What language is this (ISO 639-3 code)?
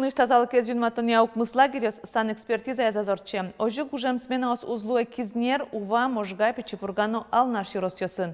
udm